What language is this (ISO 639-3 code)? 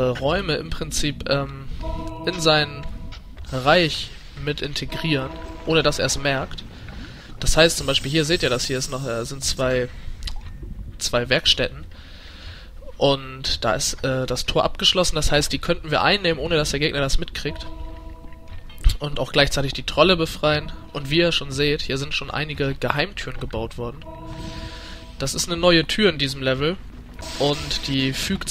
deu